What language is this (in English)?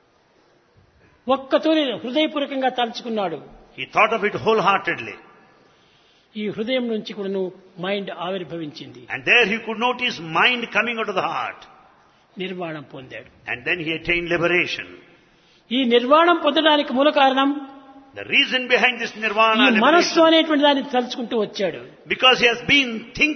Telugu